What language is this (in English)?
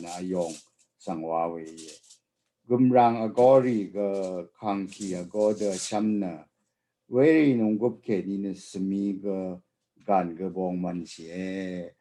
Rawang